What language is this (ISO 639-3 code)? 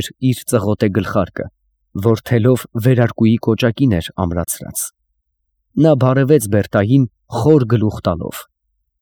hye